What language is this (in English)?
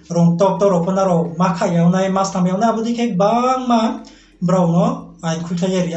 Riang (India)